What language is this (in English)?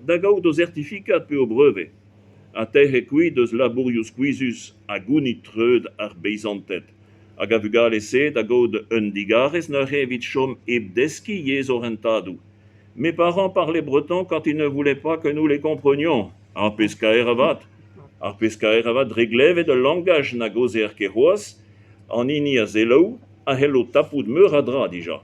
Breton